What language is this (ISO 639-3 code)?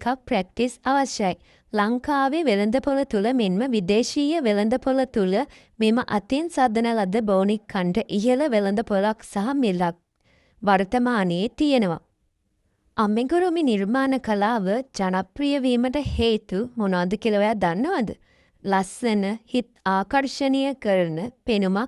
sin